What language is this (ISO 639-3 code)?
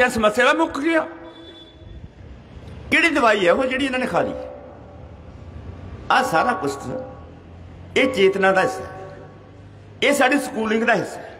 pan